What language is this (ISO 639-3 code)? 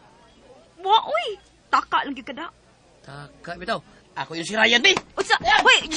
ceb